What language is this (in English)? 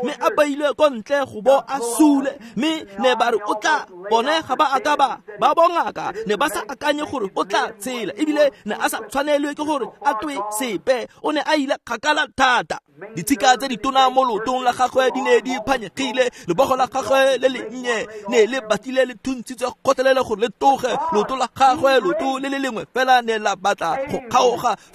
Tswana